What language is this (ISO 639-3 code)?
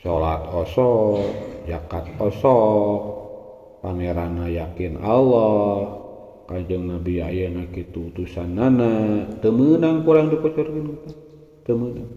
sun